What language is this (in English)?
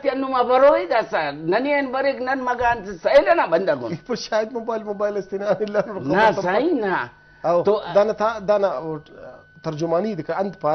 Brahui